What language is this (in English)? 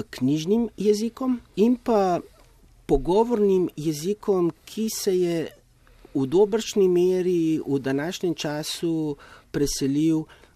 Slovenian